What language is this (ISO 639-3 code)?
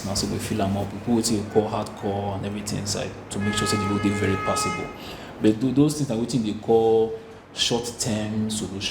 pcm